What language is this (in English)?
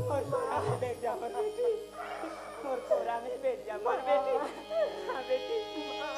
Chhattisgarhi